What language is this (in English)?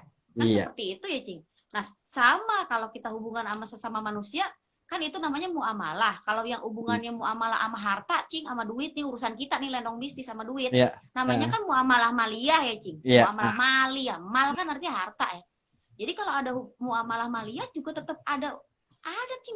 Betawi